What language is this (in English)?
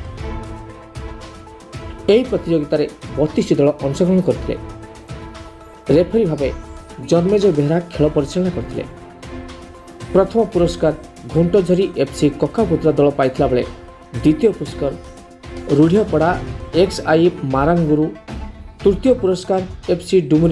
Odia